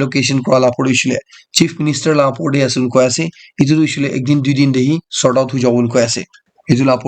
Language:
Naga Pidgin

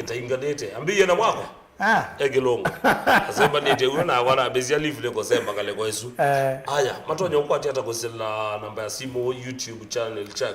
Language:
Kamba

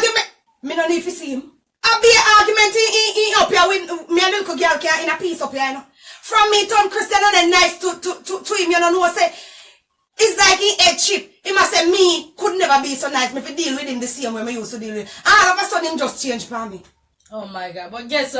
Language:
Jamaican Creole English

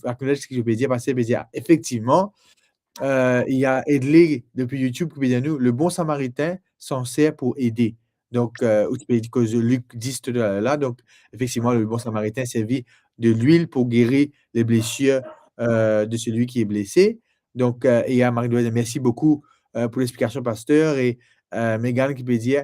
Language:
Morisyen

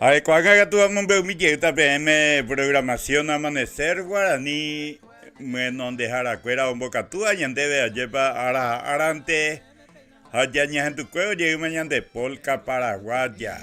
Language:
Guarani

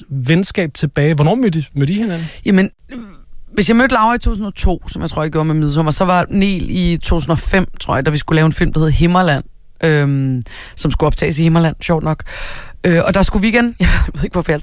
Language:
Danish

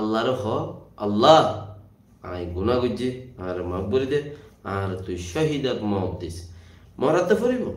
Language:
Rohingya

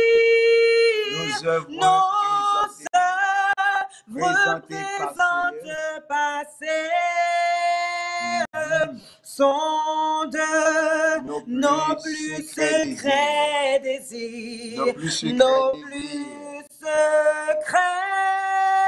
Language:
French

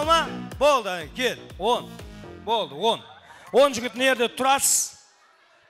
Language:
Kara-Kalpak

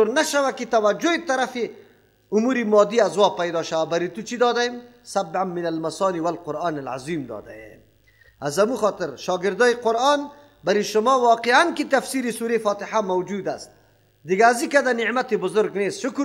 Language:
Persian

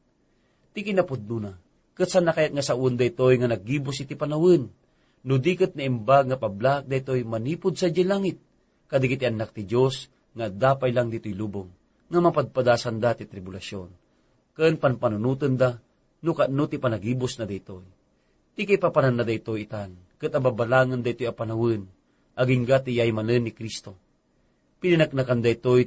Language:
Iloko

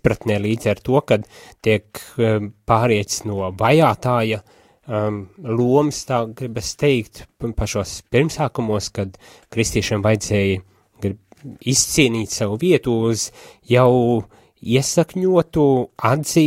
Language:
Latvian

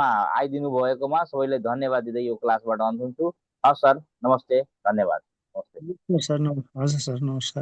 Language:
Nepali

